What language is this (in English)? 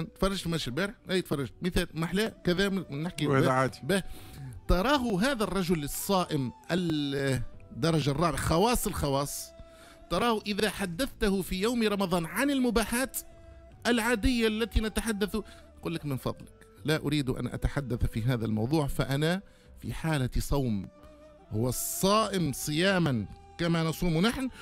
Tunisian Arabic